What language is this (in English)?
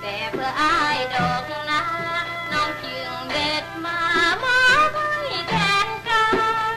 Northeastern Thai